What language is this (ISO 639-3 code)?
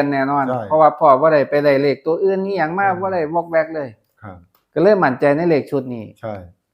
tts